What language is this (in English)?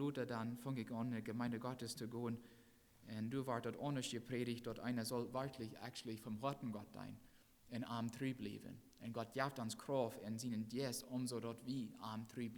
Plautdietsch